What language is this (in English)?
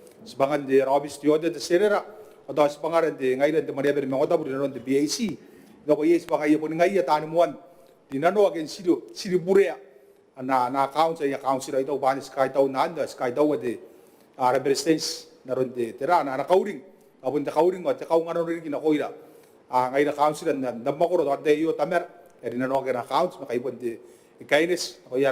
Gilbertese